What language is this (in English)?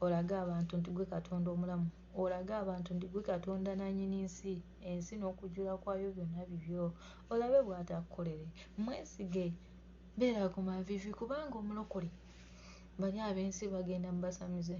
Ganda